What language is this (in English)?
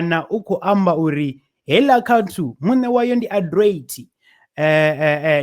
Venda